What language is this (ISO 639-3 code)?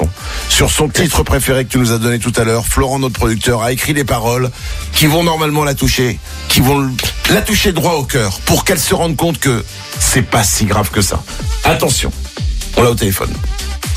fra